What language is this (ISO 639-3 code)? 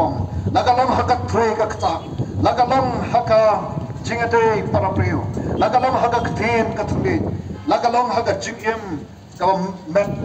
kha